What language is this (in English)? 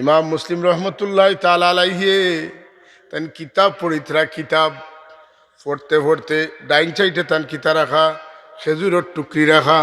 Sylheti